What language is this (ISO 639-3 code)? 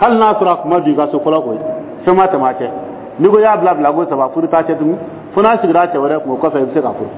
dyu